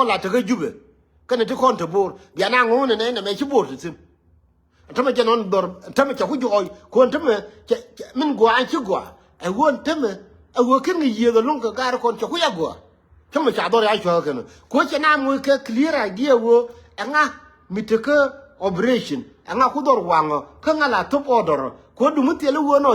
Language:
Nuer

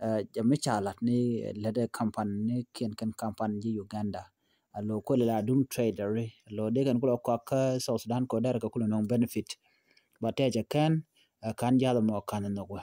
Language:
Nuer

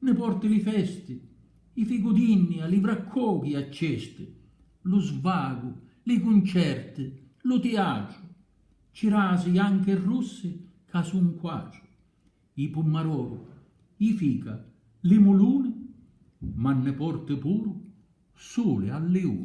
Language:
Sicilian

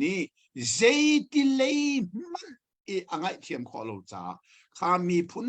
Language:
Hakha Chin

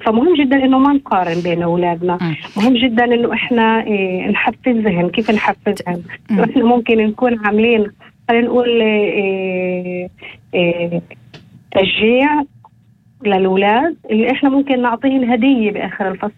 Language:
North Levantine Arabic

